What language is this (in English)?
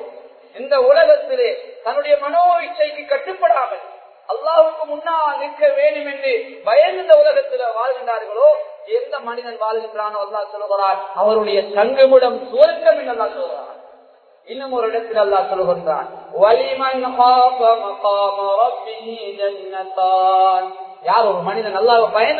Tamil